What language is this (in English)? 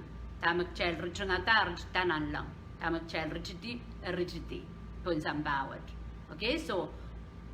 Pohnpeian